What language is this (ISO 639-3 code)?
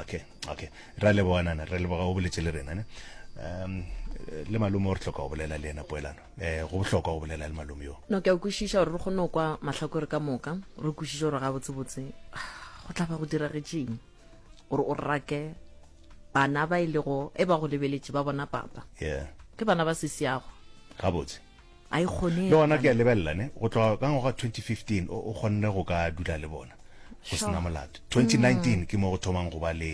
nso